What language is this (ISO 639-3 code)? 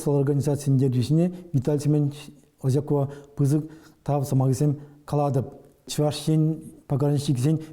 chv